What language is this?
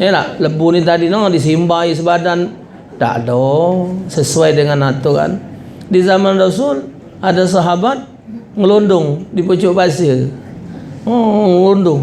Musi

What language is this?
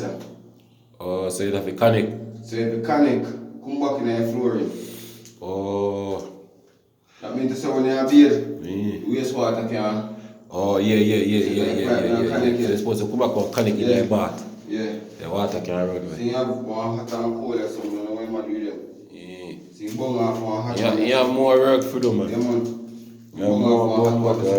Jamaican Creole English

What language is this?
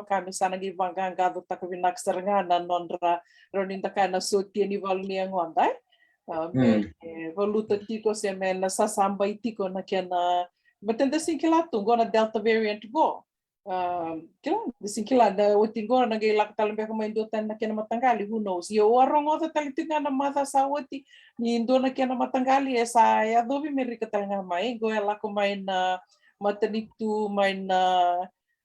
Fijian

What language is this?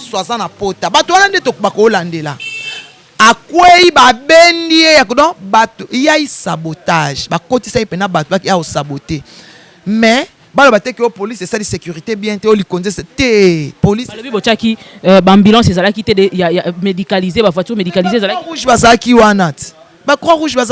Lingala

